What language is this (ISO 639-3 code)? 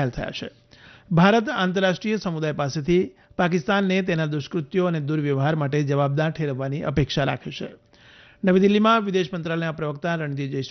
guj